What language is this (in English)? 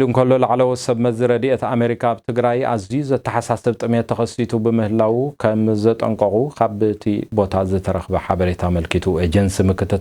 Tigrinya